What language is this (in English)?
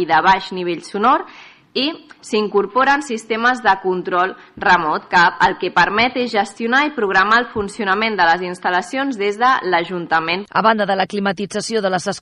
Catalan